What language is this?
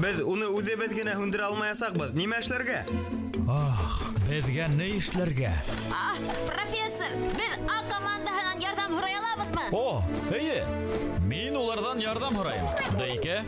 Bashkir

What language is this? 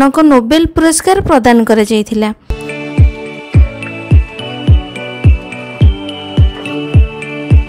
Odia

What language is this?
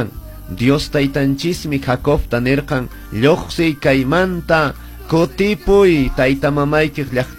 Quechua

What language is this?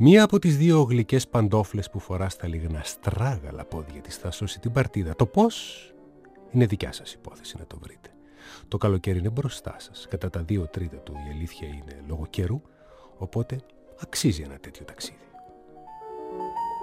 Greek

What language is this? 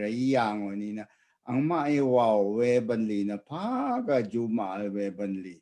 Rawang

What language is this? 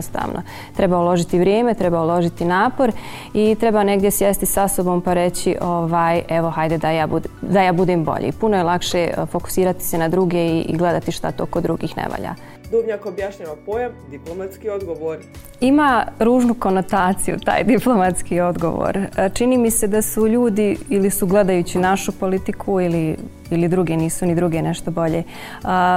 Bosnian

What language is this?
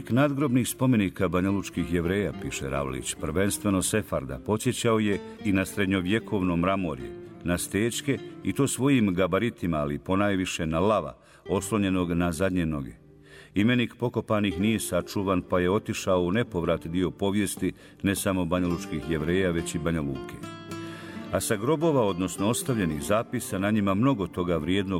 Bosnian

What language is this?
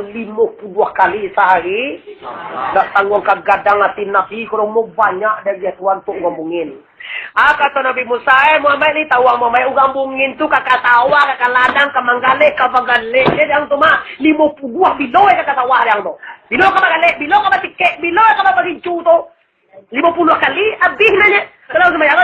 Minangkabau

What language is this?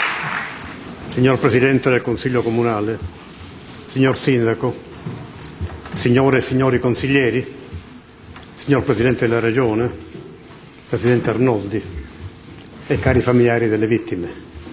Italian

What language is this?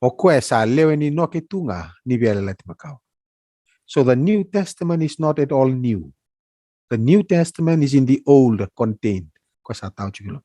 Fijian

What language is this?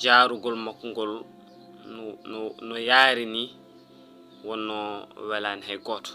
Fula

